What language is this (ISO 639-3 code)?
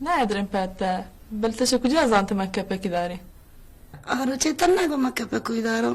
bal